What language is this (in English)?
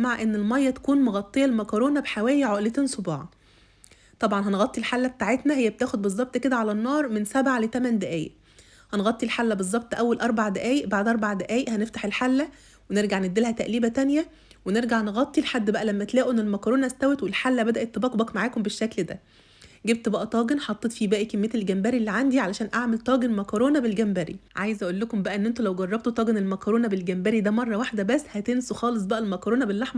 Egyptian Arabic